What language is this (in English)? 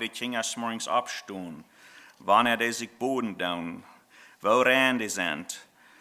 Plautdietsch